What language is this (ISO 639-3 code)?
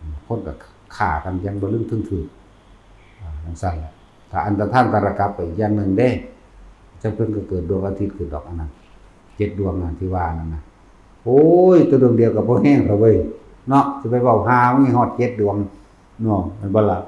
tts